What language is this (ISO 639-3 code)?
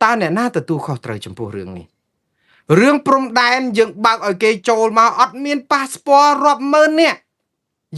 khm